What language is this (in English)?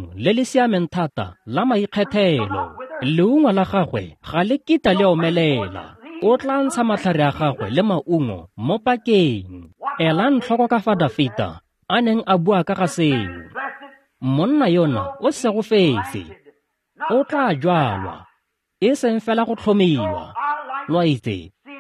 Tswana